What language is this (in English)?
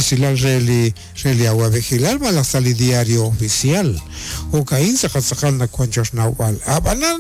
Kekchí